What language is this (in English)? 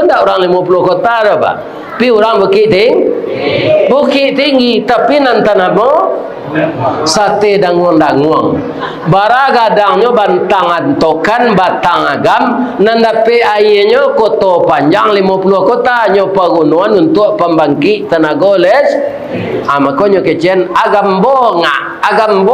Minangkabau